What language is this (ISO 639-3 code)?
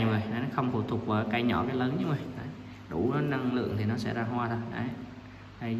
vie